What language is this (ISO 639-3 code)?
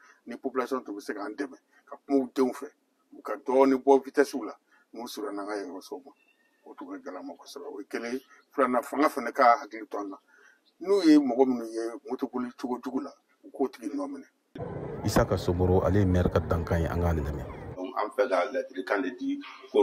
bam